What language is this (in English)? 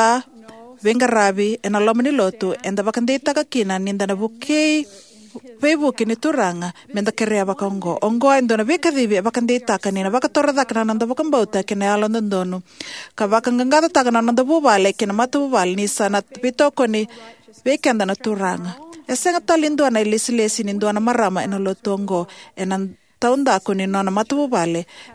Fijian